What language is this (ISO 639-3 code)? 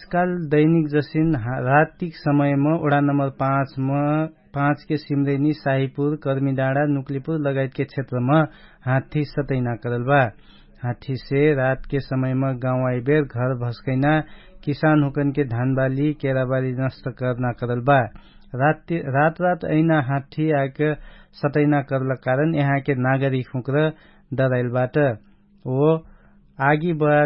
thl